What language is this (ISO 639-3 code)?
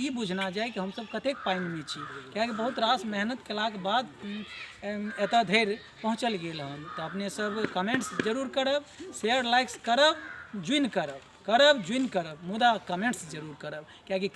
mai